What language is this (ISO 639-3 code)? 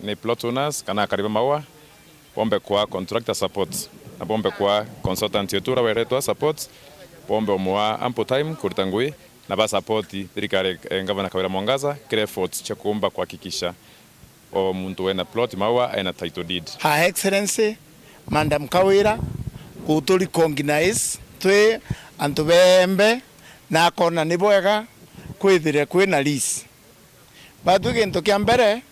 mer